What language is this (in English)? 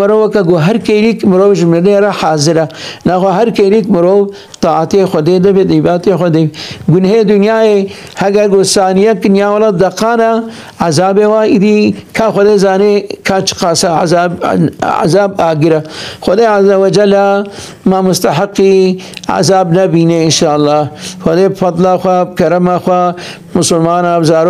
Kurdish